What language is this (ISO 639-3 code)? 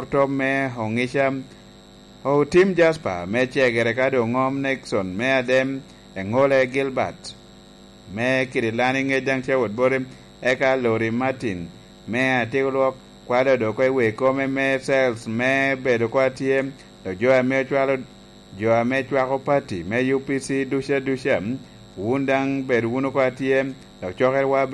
laj